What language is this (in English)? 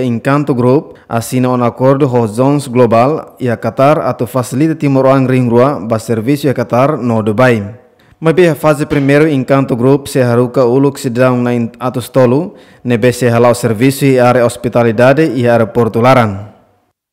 Tetum